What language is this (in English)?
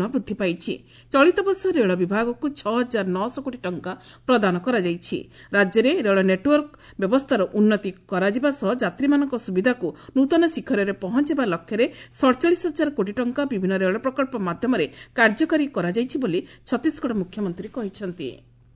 Odia